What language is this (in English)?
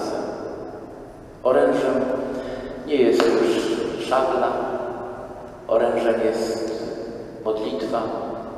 Polish